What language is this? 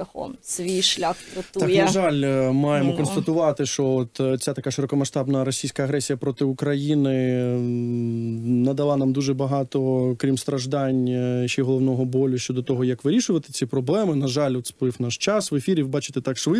Ukrainian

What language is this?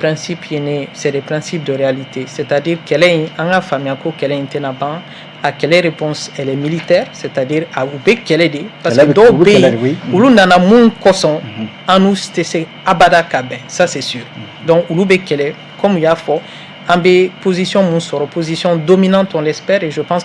Bambara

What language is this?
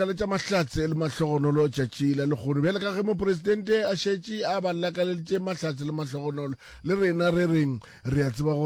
Northern Sotho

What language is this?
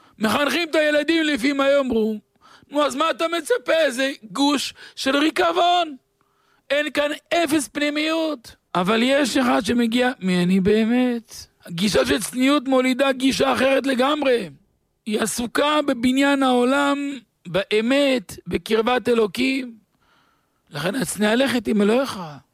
Hebrew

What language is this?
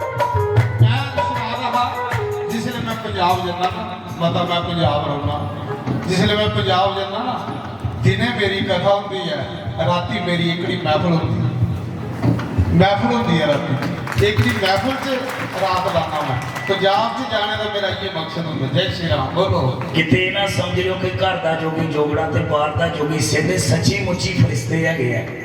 Dogri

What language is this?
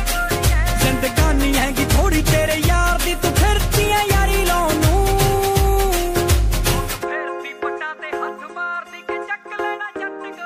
Punjabi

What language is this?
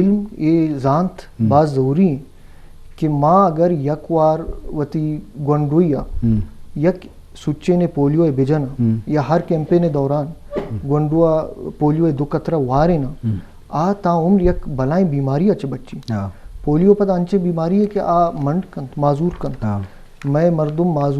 Eastern Balochi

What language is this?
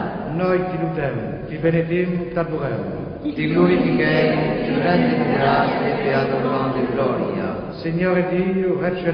Corsican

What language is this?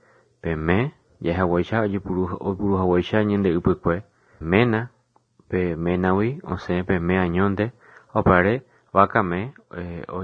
Guarani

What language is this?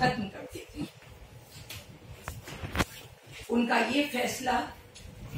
Hindi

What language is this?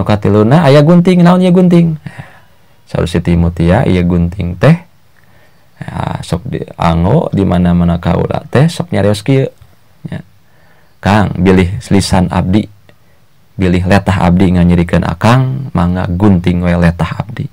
Sundanese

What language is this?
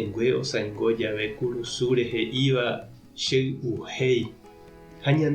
Guarani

